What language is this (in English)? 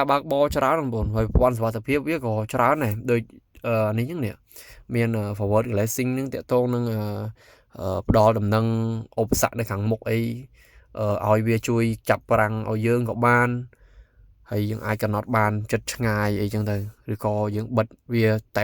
Khmer